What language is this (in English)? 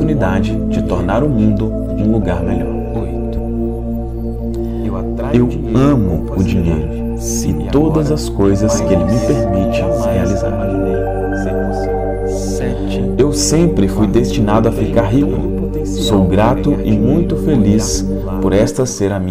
Portuguese